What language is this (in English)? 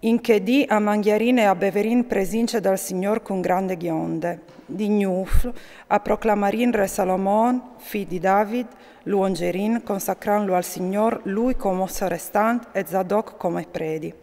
Friulian